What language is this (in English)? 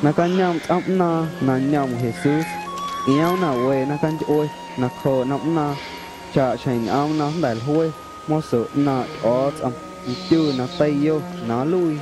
Guerrero Amuzgo